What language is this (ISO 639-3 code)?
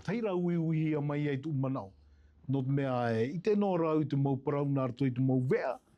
tah